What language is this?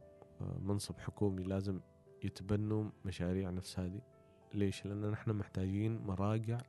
Gulf Arabic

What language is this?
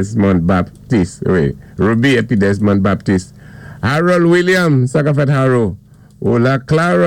Saint Lucian Creole French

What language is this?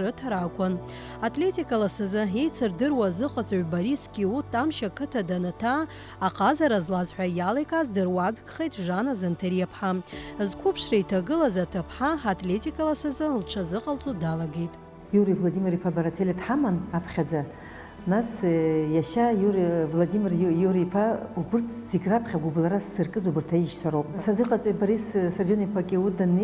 Abkhazian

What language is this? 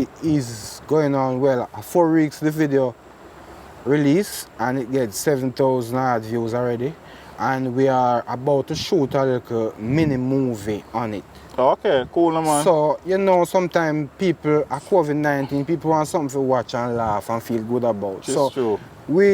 Jamaican Creole English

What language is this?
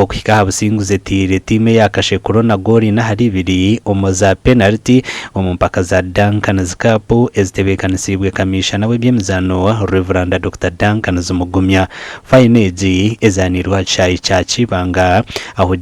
Nyankole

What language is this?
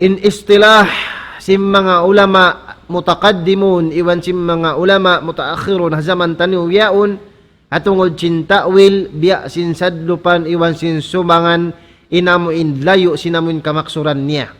Tausug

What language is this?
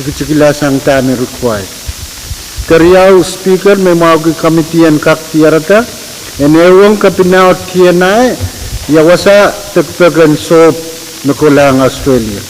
Pohnpeian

